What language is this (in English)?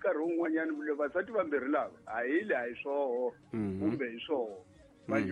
Tsonga